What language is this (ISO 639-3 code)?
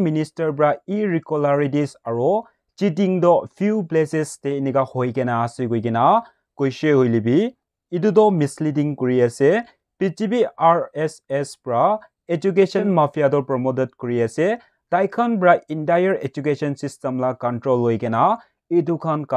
nag